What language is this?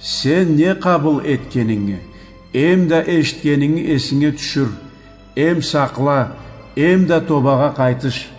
Karachay-Balkar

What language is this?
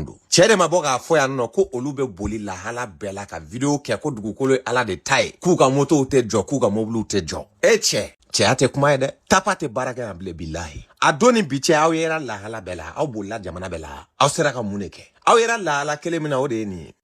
Bambara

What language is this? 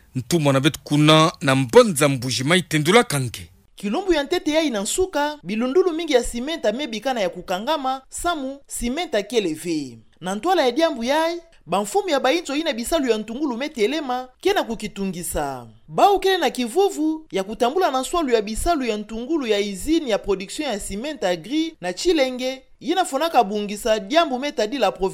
Kituba (Democratic Republic of Congo)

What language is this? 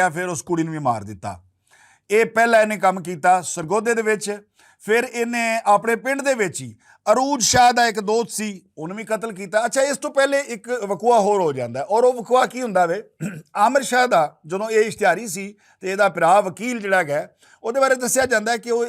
Western Panjabi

